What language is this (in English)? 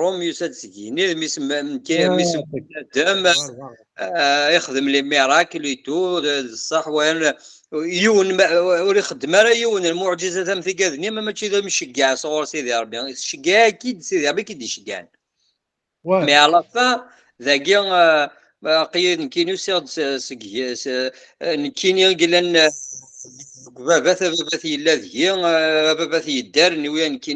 Kabyle